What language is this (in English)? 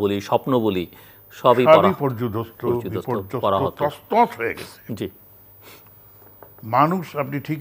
Bangla